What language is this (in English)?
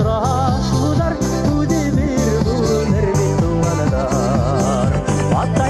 Bashkir